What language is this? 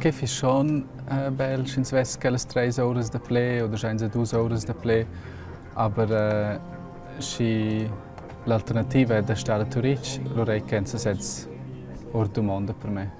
Romansh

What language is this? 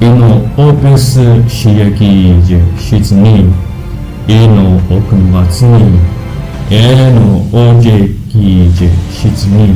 Sumi Naga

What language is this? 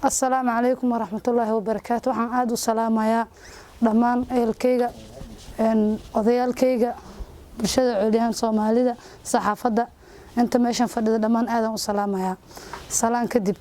Somali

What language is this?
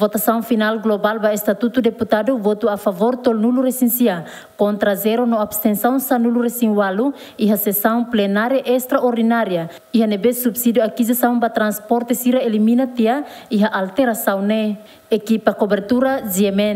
Tetum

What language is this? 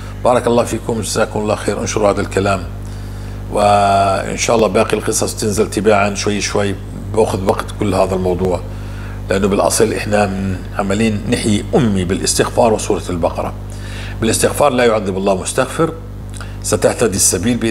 North Levantine Arabic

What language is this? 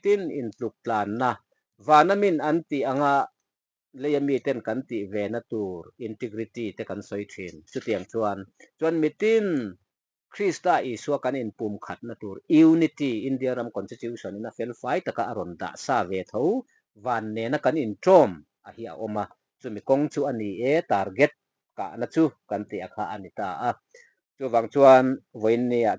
Mizo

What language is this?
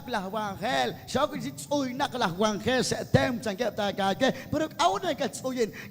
Kekchí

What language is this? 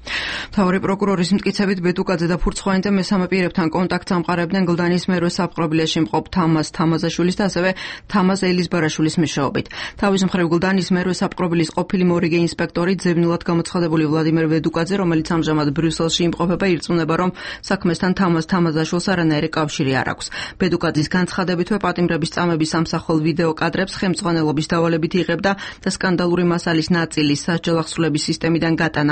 Georgian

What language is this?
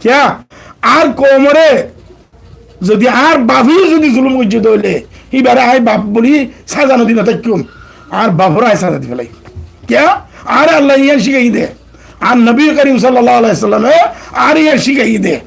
Rohingya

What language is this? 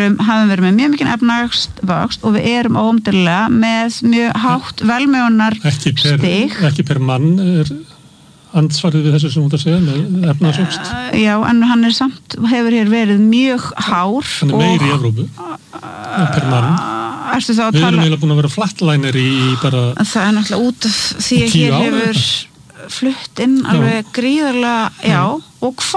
Icelandic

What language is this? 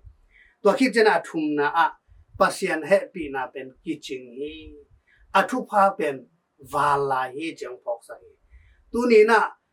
Tedim Chin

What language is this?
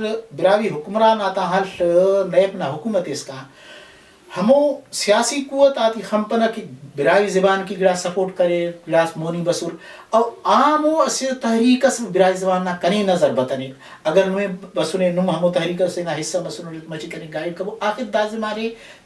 Brahui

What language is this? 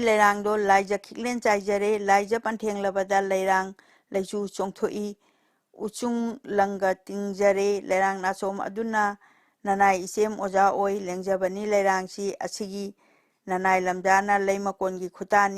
Manipuri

